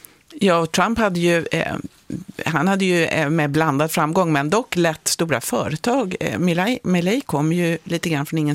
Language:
Swedish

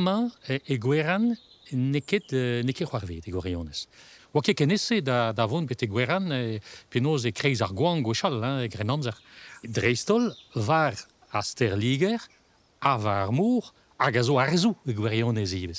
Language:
Breton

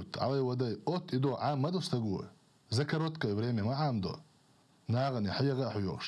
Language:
Chechen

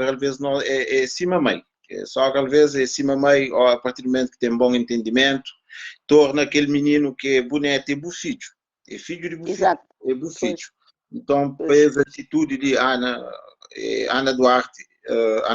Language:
Kabuverdianu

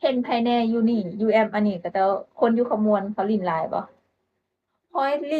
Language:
Northeastern Thai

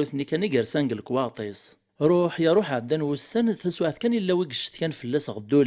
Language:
Kabyle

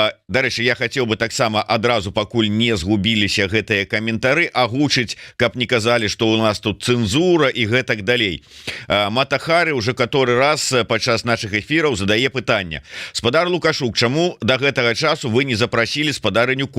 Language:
Belarusian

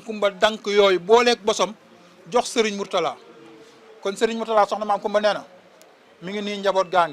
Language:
Wolof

